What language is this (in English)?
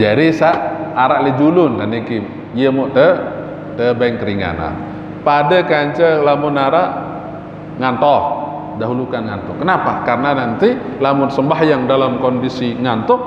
Sasak